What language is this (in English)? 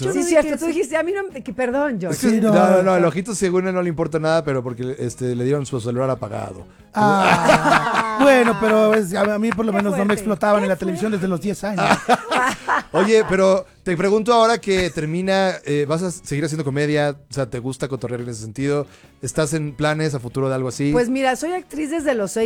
Spanish